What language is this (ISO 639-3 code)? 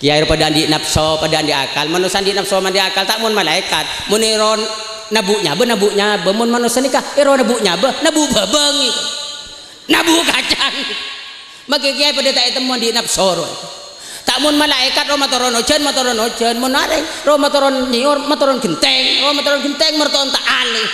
mad